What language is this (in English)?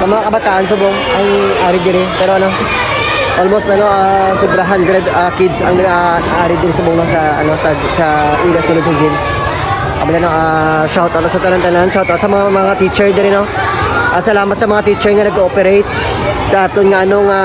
Hiligaynon